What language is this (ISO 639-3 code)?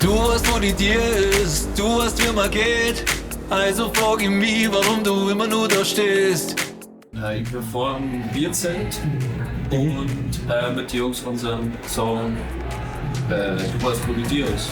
bar